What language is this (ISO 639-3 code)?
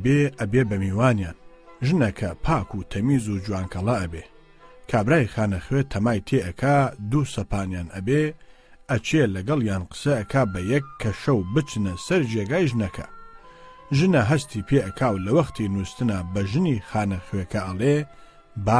ckb